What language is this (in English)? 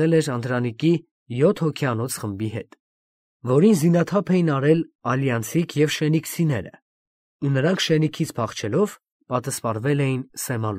Armenian